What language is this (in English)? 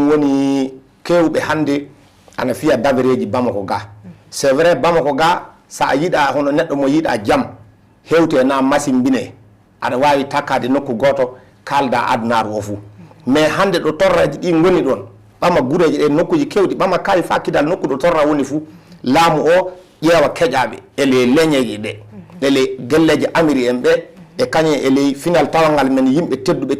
Fula